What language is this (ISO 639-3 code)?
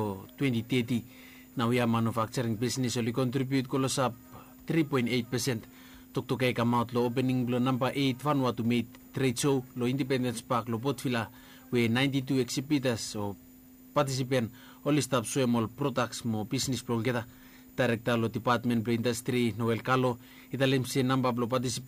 bis